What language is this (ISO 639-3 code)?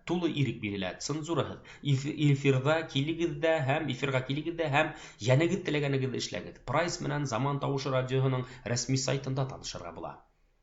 bak